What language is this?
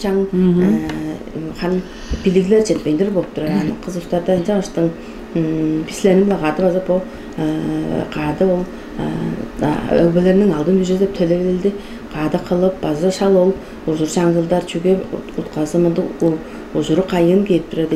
Tuvinian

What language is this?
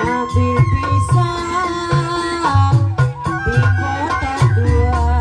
Betawi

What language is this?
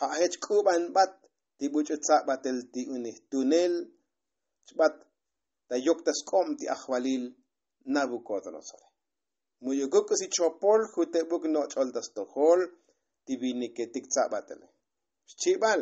Tzotzil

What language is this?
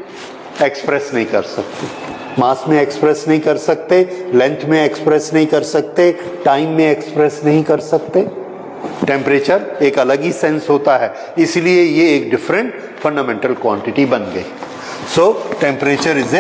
Hindi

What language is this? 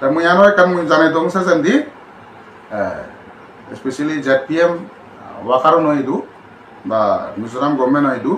Chakma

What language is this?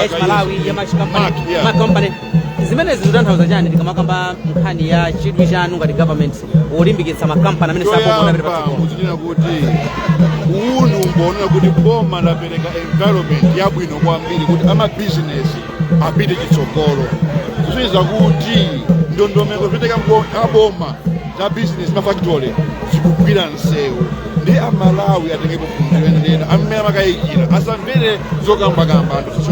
Nyanja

